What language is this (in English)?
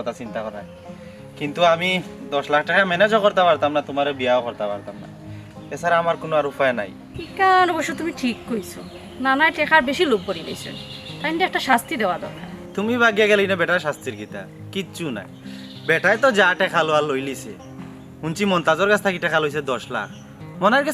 Sylheti